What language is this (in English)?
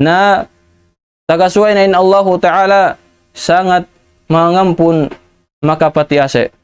Tausug